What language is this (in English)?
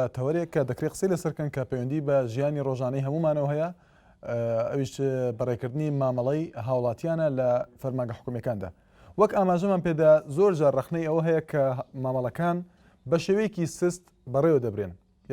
Central Kurdish